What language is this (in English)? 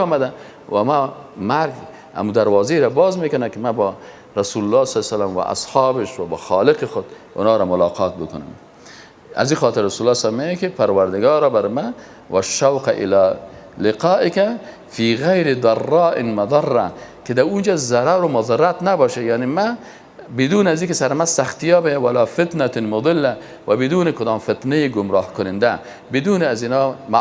Persian